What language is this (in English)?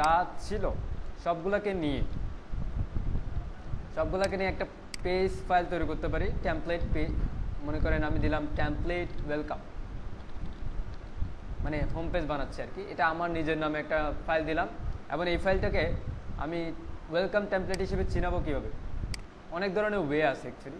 Bangla